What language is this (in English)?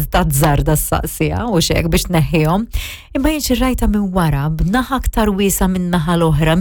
Maltese